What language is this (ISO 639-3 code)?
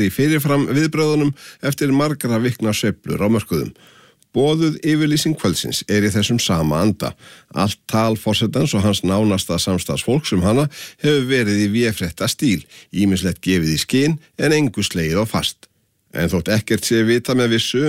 isl